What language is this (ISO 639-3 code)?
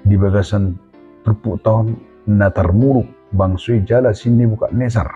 bbc